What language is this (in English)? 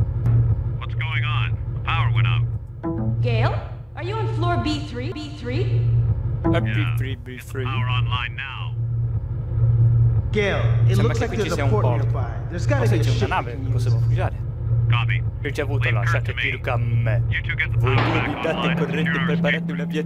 Italian